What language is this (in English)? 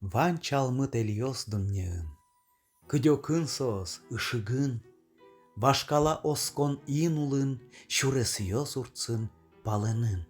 Udmurt